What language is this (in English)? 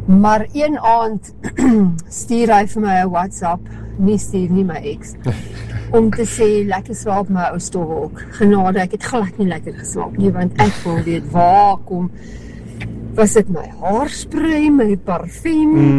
Afrikaans